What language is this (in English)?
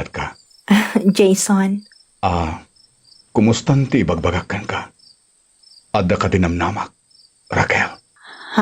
Iloko